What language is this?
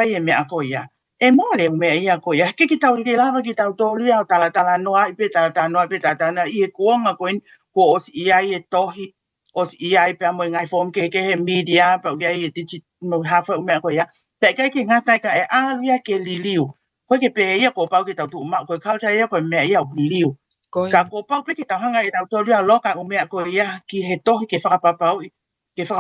Tongan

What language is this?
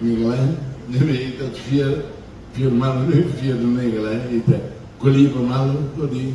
Tetum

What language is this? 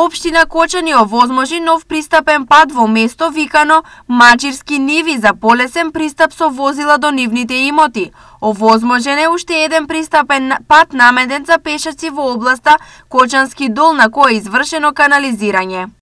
Macedonian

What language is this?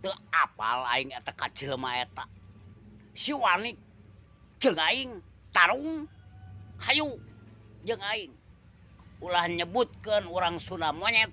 Sundanese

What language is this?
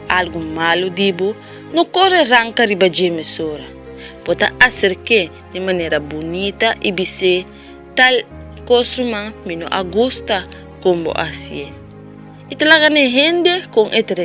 Papiamento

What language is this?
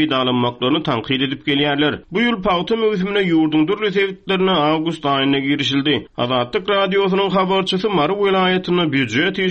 Turkmen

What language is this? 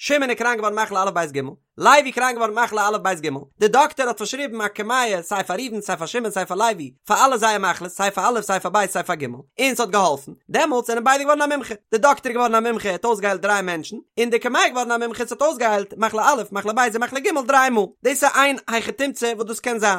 Yiddish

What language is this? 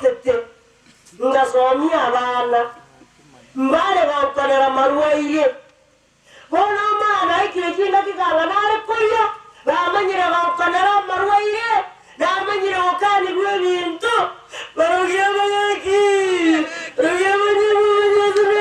Gusii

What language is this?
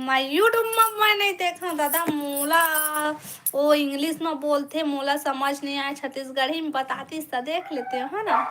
Chhattisgarhi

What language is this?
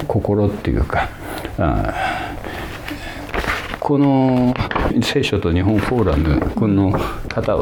Japanese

